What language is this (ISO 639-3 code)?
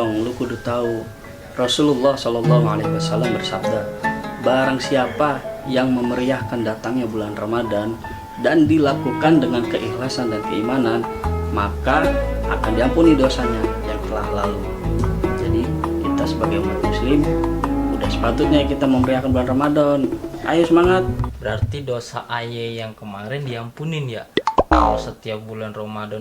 bew